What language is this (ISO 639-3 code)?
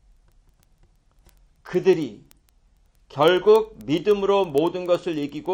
kor